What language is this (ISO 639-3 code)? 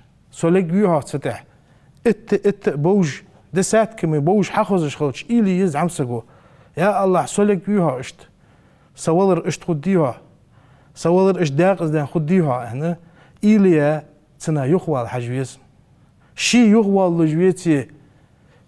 inh